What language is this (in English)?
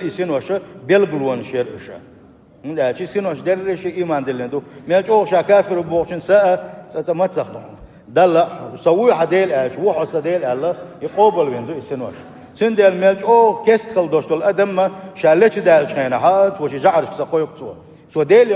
Chechen